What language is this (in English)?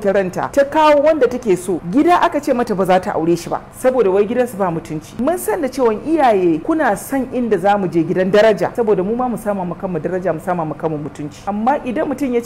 Hausa